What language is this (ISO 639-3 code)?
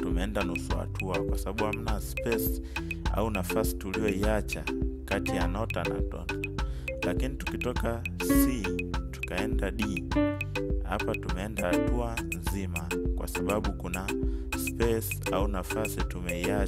swa